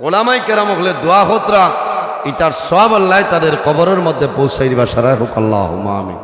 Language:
Sylheti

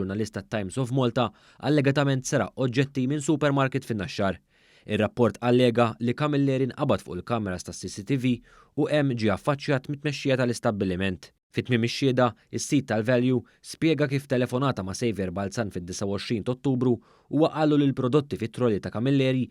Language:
Maltese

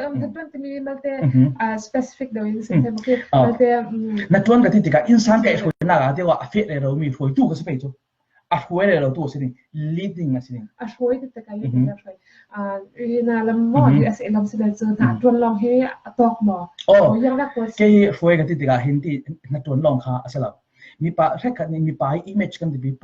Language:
Falam Chin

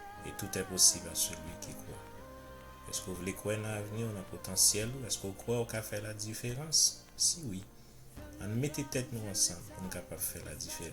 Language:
Haitian Creole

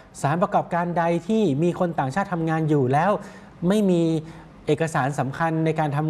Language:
Thai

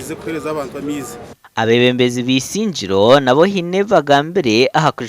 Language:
Nyankole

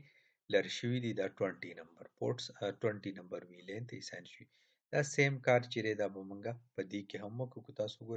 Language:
Pashto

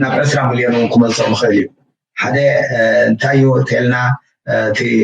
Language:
Tigrinya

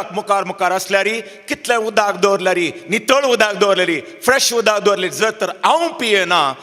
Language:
Konkani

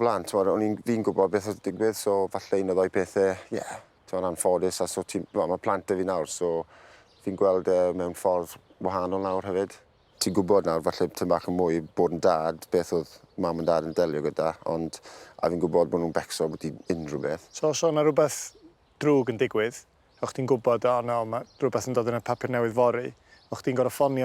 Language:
Welsh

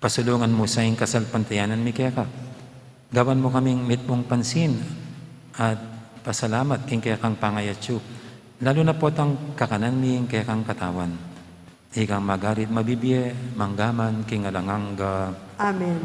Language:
Pampanga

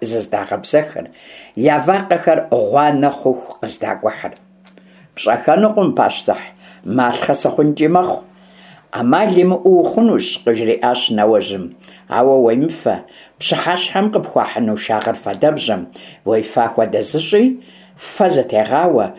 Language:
Kabardian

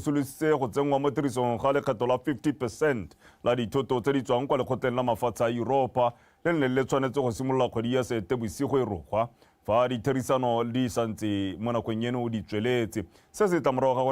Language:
Tswana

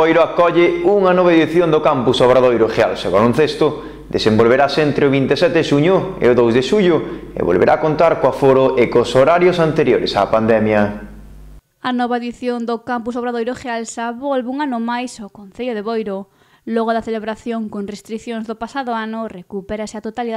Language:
Galician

